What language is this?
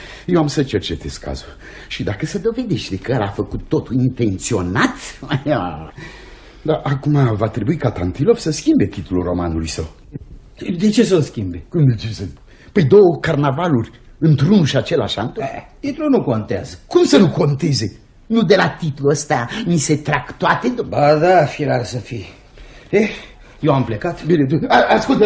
Romanian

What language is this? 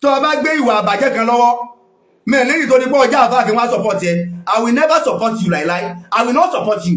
Yoruba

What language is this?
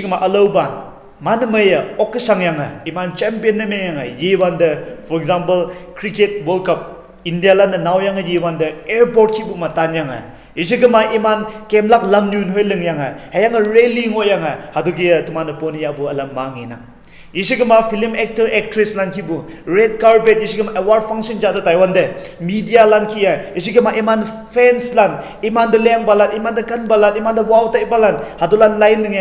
Konyak Naga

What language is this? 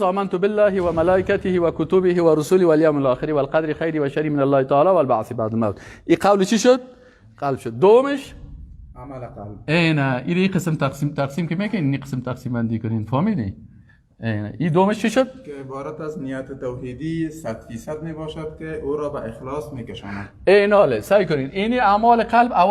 Persian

